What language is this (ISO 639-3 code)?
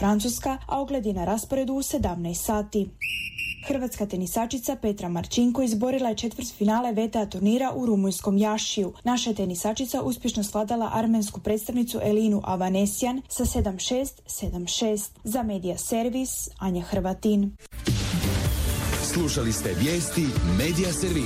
hrv